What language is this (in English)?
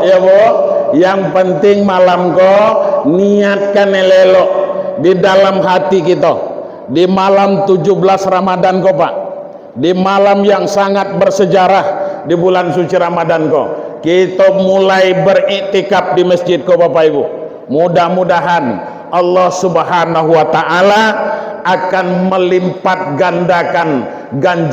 Minangkabau